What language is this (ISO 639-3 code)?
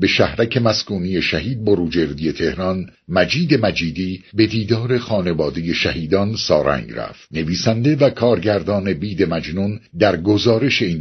fas